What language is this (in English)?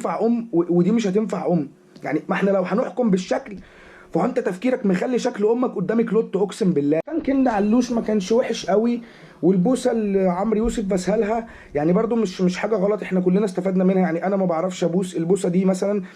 Egyptian Arabic